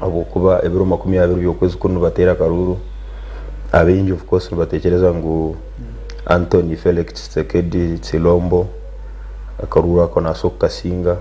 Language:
Nyankole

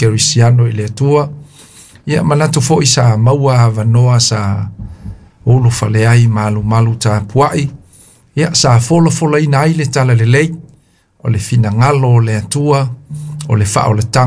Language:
Samoan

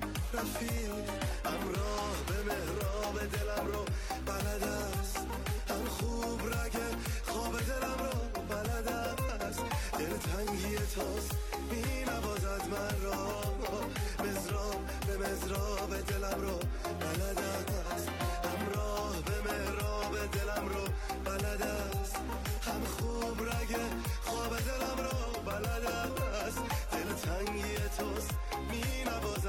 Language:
Persian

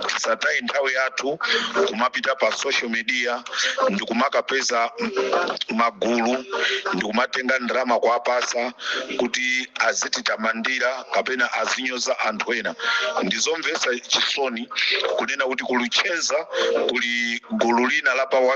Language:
Nyanja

